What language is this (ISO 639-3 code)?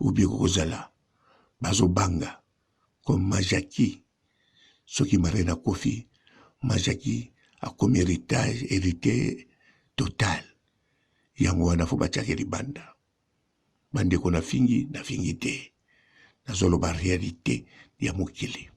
lin